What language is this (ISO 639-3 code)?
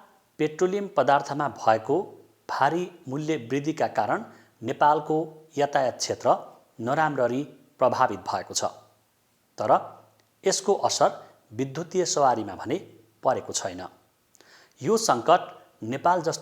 nep